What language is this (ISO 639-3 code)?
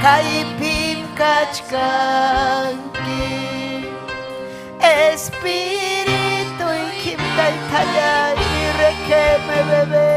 quy